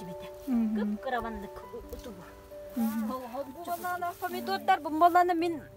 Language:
Yakut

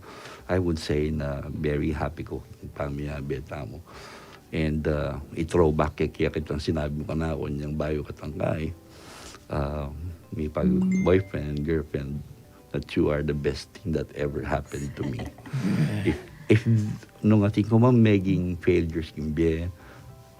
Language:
Pampanga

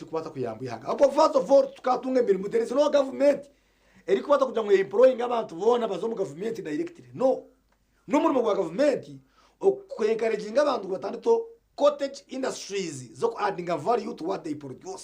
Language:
Nyankole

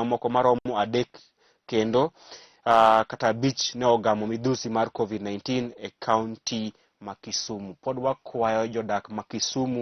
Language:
Luo (Kenya and Tanzania)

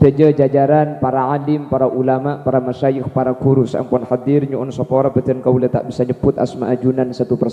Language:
Madurese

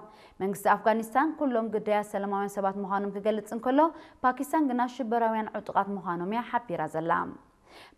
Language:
Tigrinya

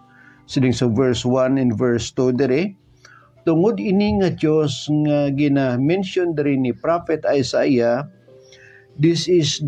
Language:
Hiligaynon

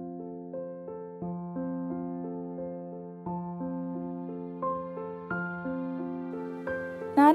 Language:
Malayalam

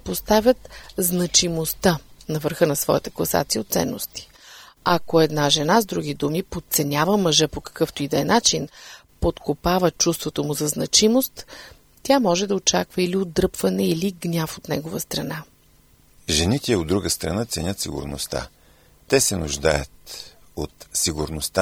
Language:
Bulgarian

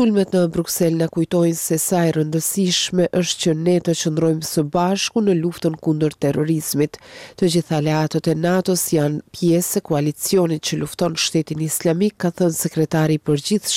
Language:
Albanian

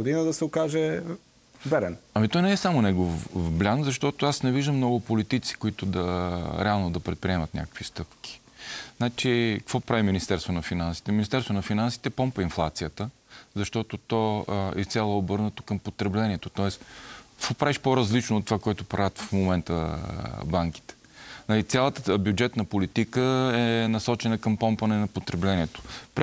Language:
Bulgarian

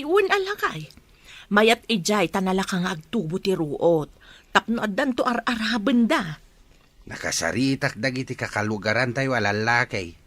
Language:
Iloko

